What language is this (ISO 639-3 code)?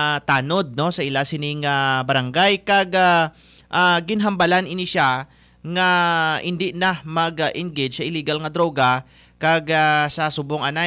hil